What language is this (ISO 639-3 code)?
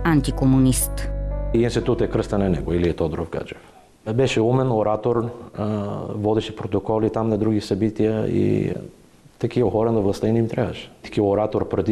bul